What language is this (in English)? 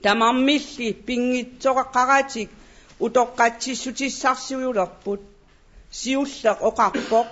Kalaallisut